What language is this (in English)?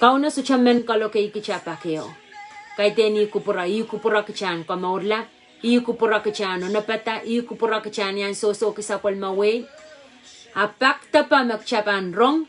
Pohnpeian